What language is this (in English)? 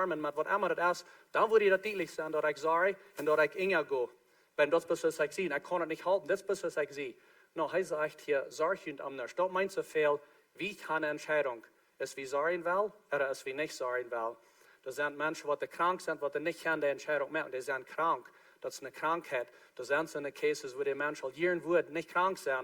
Plautdietsch